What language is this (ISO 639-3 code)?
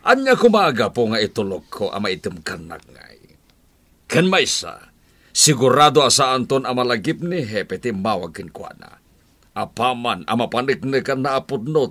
ilo